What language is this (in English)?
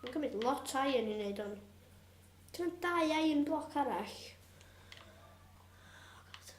Welsh